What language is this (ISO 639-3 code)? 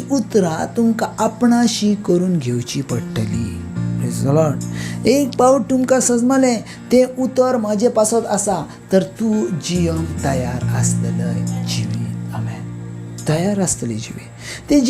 kok